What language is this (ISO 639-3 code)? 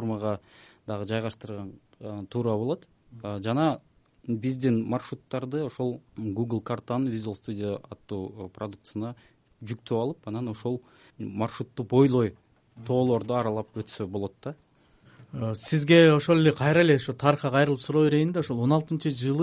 kir